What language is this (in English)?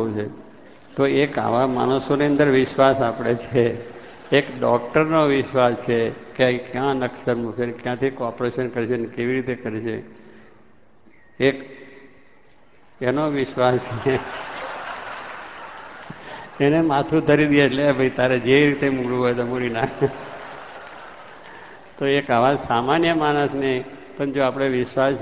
Gujarati